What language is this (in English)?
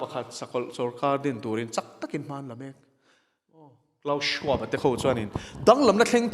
Mizo